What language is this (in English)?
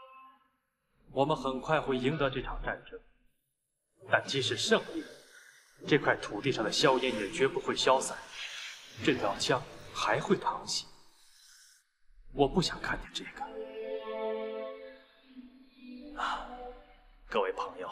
Chinese